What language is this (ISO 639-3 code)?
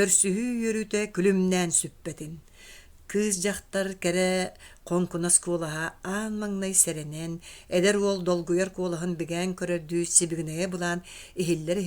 sah